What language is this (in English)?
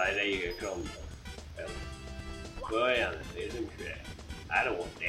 Faroese